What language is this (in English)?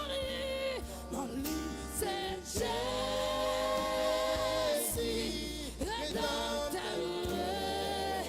Haitian Creole